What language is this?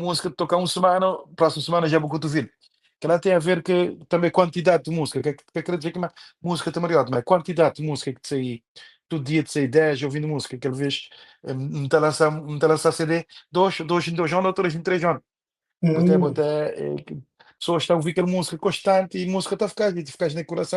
Kabuverdianu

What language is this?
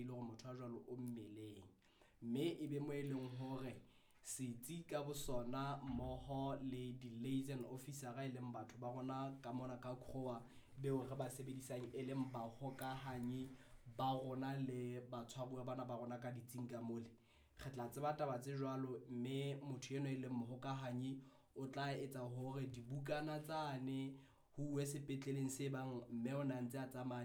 Southern Sotho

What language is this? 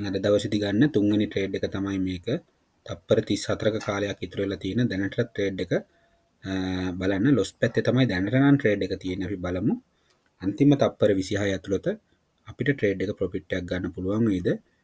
Sinhala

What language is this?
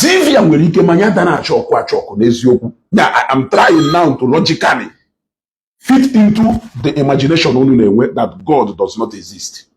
Igbo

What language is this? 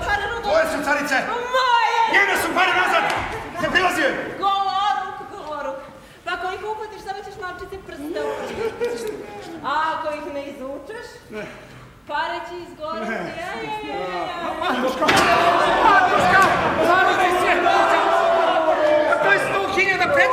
Serbian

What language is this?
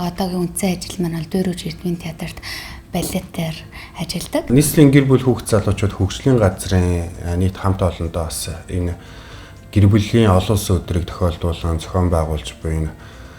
Mongolian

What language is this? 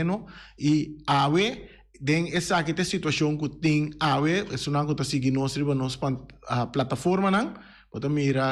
Papiamento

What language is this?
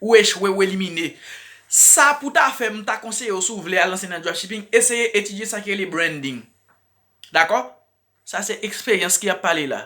Haitian Creole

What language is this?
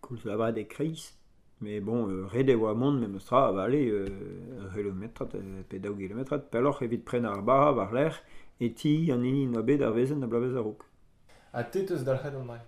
Breton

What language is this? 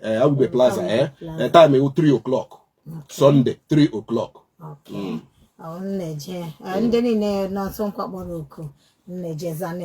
Igbo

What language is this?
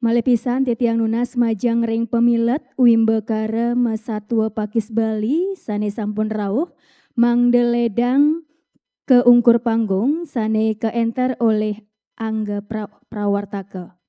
Balinese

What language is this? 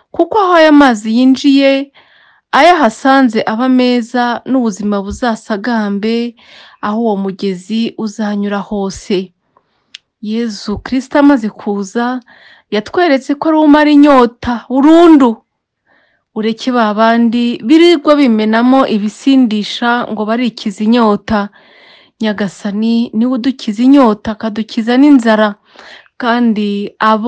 Kinyarwanda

